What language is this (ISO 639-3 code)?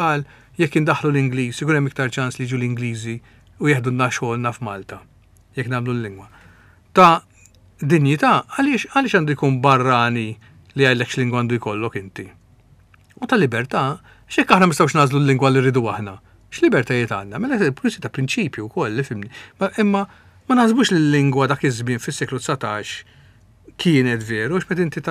mlt